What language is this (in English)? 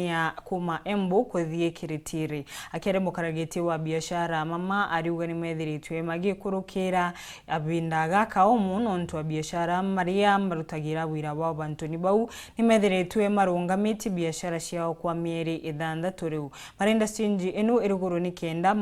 Meru